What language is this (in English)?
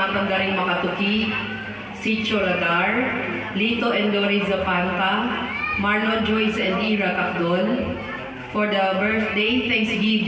Pampanga